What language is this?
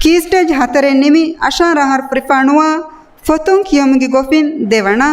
Divehi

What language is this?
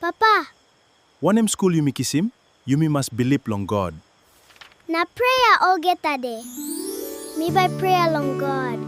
Tok Pisin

